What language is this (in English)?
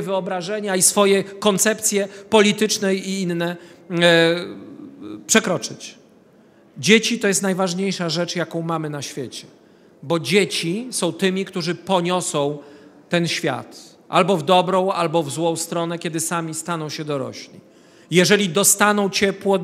Polish